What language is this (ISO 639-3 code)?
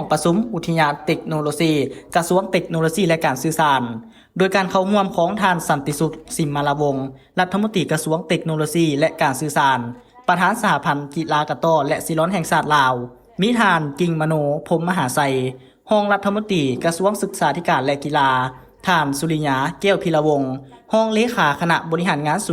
lao